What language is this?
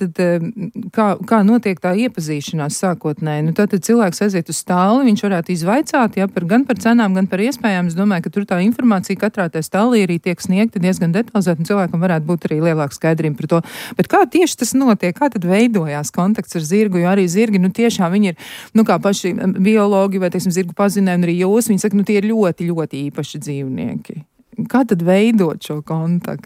Latvian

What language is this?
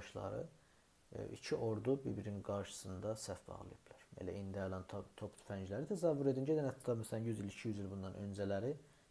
South Azerbaijani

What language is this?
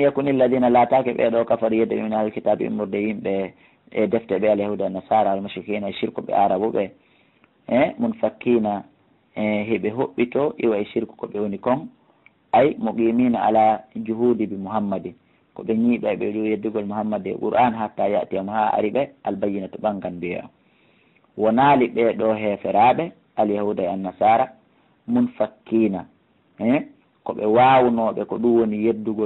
Fula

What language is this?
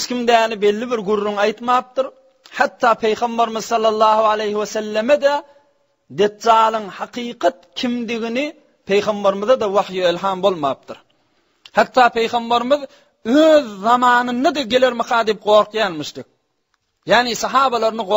Turkmen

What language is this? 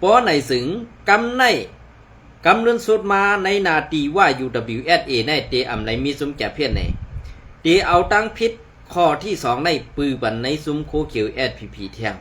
Shan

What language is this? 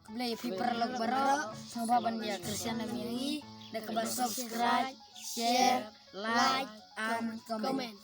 Khasi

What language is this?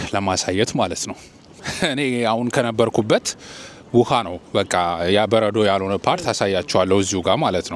Amharic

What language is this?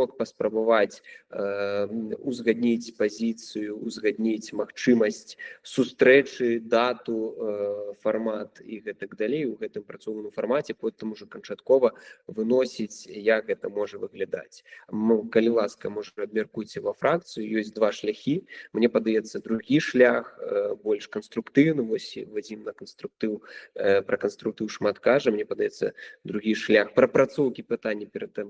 Belarusian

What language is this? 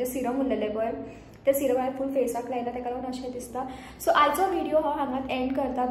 Konkani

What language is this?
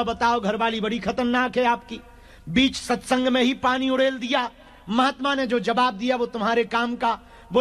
Hindi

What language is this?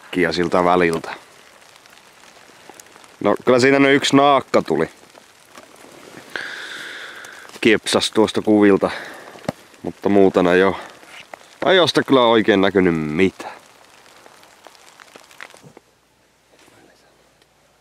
Finnish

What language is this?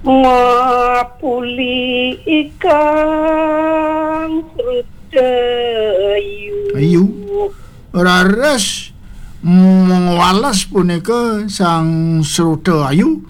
Balinese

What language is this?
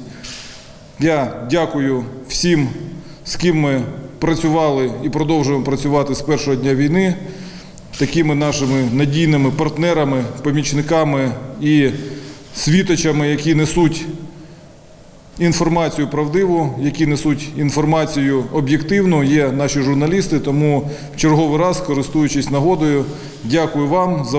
Ukrainian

